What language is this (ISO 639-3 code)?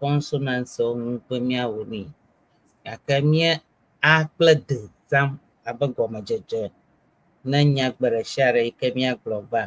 ewe